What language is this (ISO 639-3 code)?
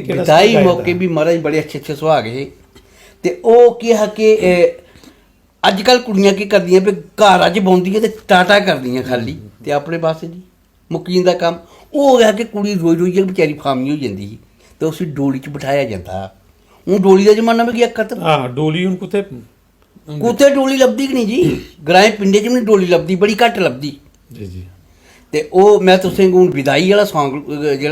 doi